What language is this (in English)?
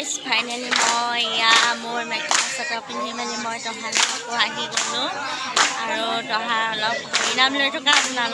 Assamese